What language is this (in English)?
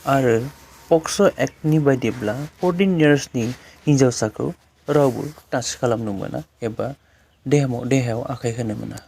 Bodo